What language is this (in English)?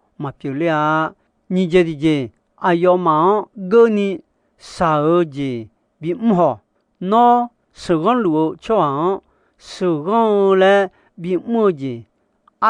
Akha